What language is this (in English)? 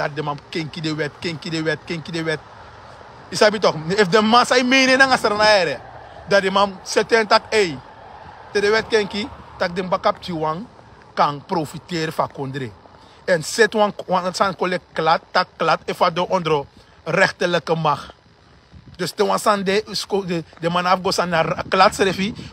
Sranan Tongo